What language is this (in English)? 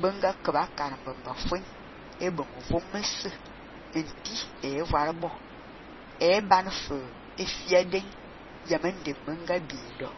Fang